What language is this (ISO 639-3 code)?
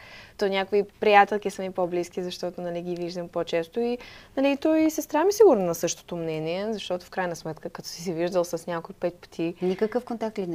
bul